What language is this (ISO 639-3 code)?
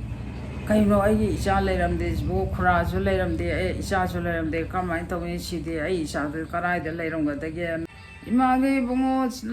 mni